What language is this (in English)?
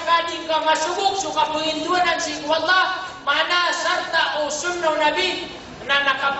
Maranao